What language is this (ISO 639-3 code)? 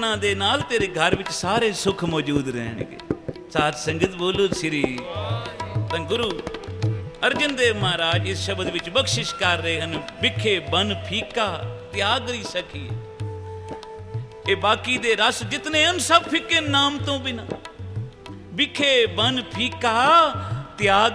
pan